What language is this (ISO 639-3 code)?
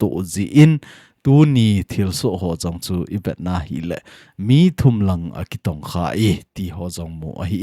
tcz